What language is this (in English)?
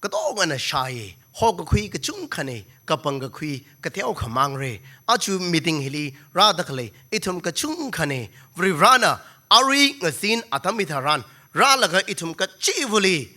Tangkhul Naga (India)